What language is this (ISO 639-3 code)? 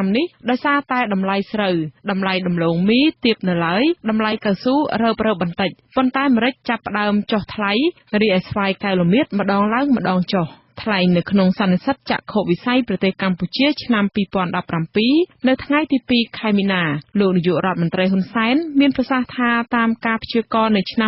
khm